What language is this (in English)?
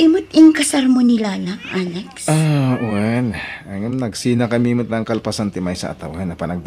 Iloko